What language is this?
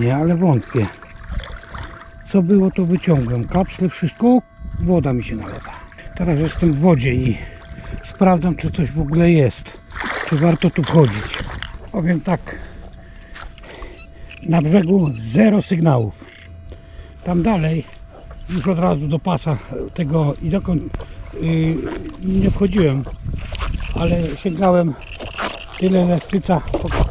Polish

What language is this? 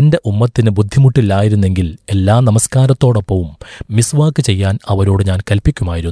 Malayalam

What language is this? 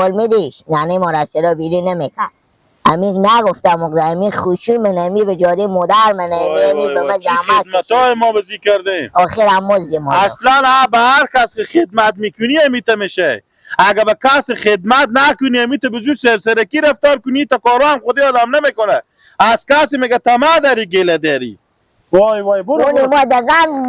Persian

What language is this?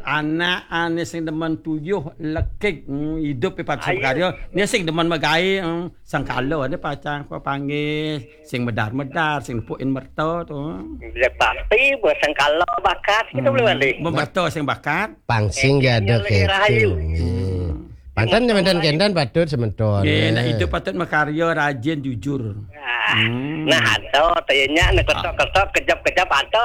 Balinese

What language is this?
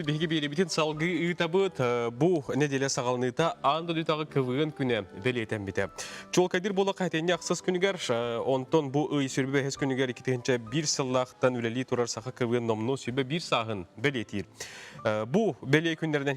Yakut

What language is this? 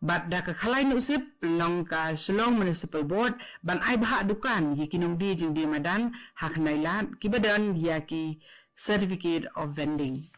Khasi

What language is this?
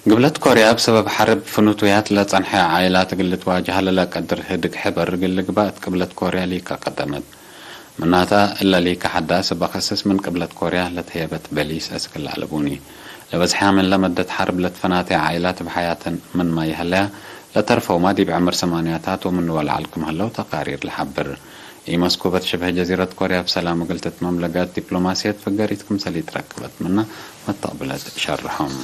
Tigre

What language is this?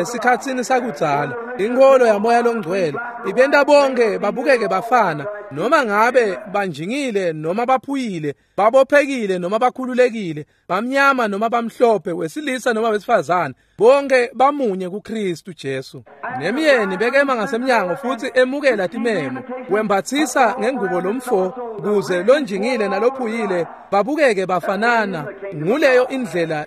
Swati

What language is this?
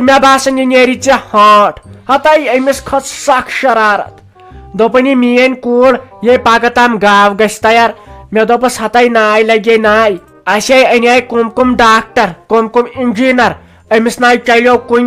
Kashmiri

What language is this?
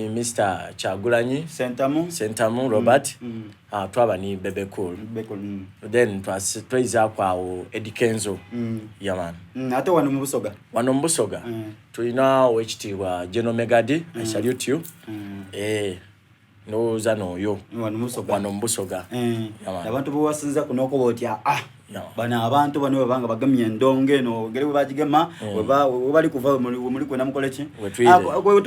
Soga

